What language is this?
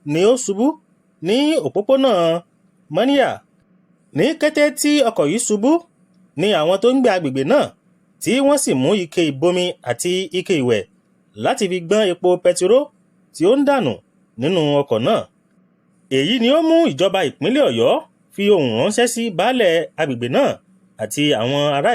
Yoruba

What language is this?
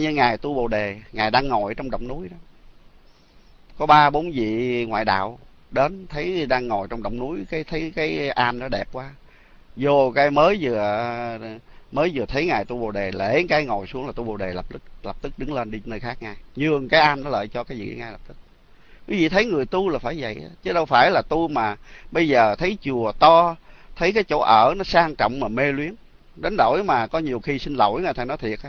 Vietnamese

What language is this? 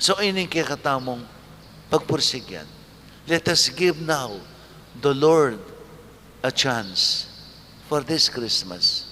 Pampanga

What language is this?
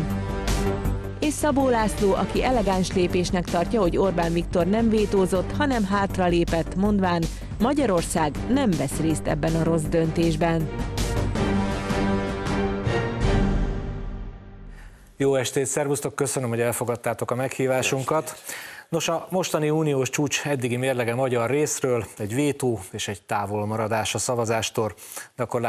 Hungarian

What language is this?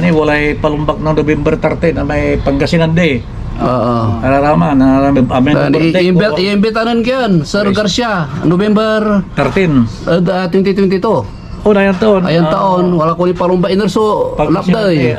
Pangasinan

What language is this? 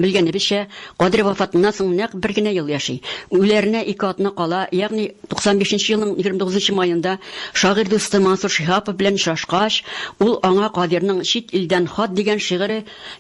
Tatar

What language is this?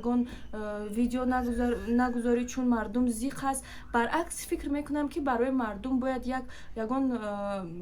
Tajik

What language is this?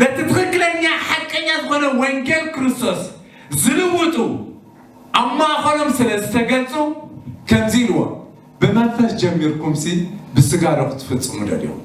Tigrinya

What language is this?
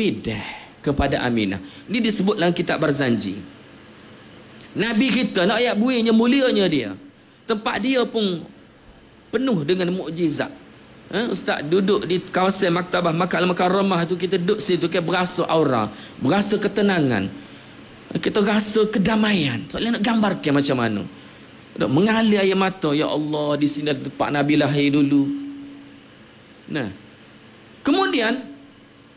Malay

